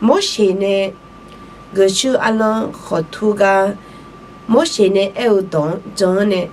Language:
Akha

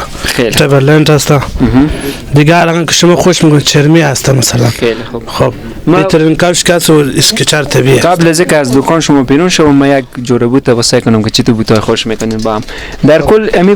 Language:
Persian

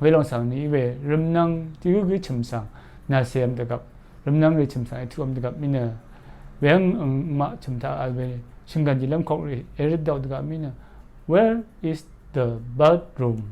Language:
Rawang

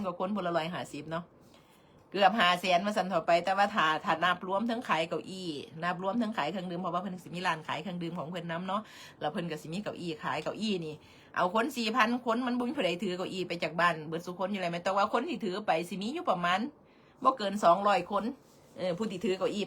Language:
Northeastern Thai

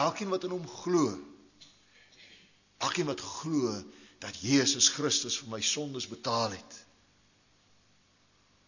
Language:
Afrikaans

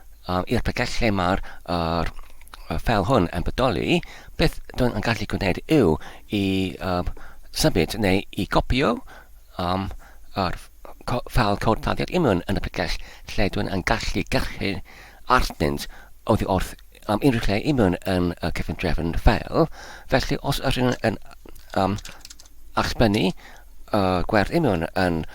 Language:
Welsh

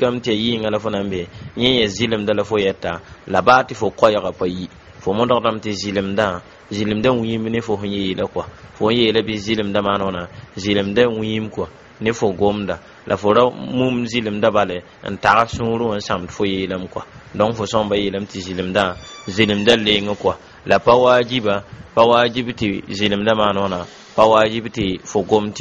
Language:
Mossi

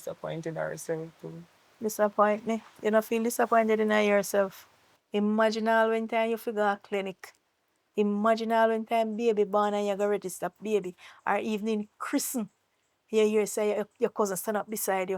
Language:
Jamaican Creole English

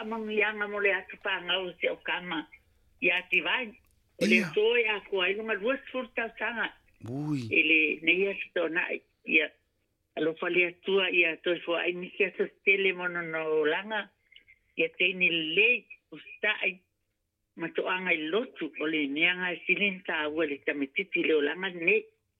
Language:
Samoan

